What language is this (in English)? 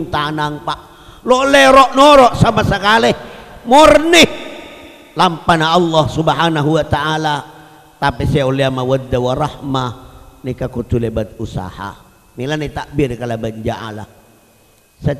Madurese